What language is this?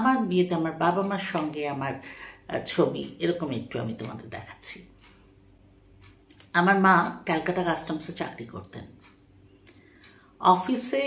Bangla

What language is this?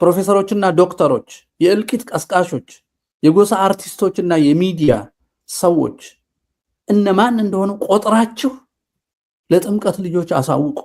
Amharic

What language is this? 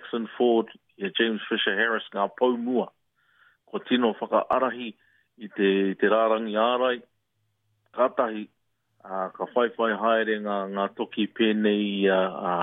Māori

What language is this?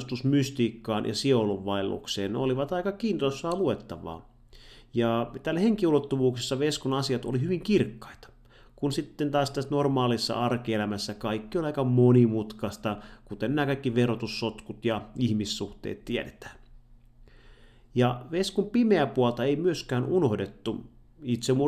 Finnish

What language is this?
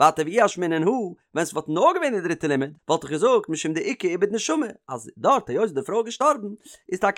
Yiddish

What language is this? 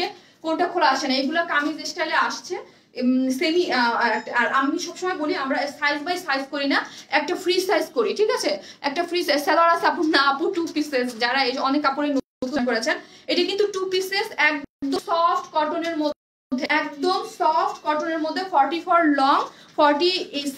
Bangla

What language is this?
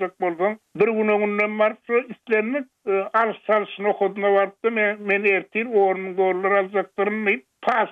Turkmen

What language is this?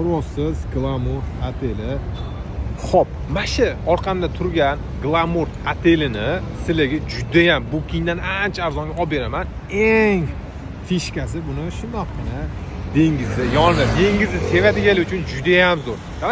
Uzbek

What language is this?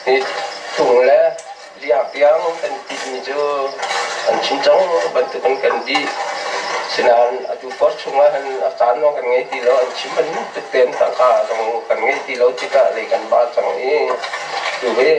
Hakha Chin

